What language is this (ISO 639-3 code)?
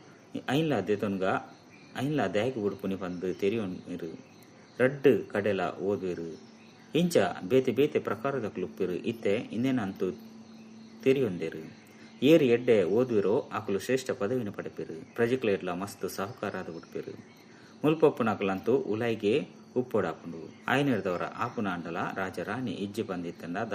tcy